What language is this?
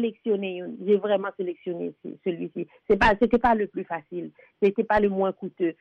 Haitian Creole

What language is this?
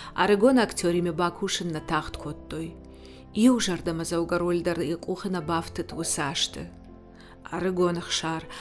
Ossetic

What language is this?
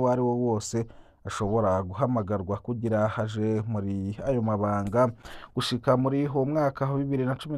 Rundi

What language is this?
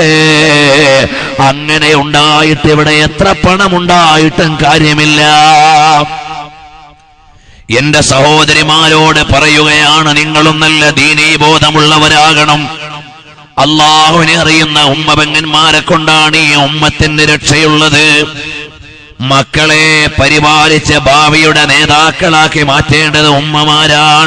Malayalam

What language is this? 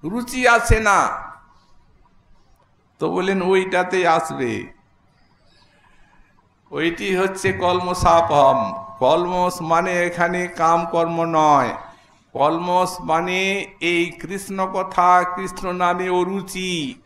Bangla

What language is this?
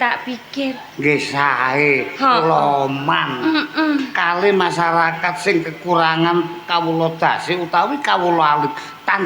Javanese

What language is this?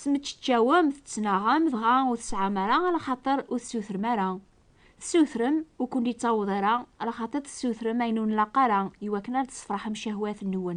Kabyle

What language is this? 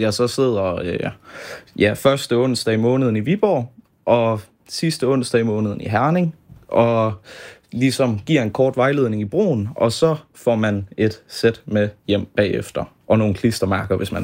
Danish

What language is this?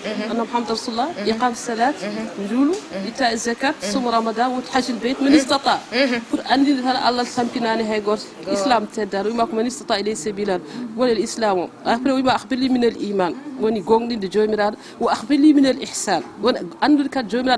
Fula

